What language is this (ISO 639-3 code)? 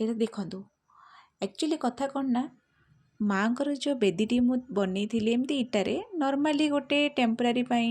ori